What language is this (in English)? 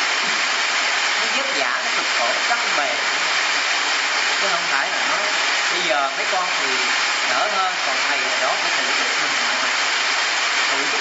Vietnamese